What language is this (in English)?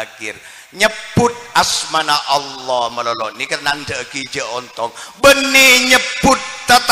Madurese